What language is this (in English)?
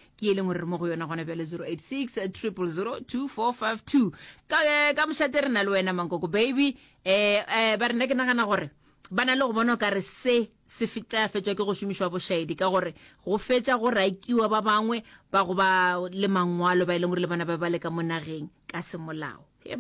Northern Sotho